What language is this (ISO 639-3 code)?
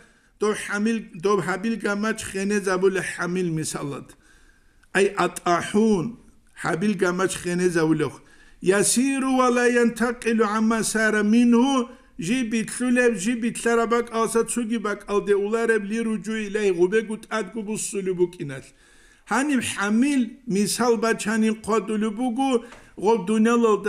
ava